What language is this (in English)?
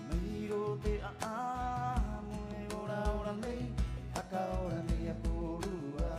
Rapanui